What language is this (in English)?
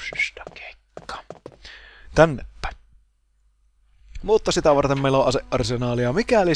Finnish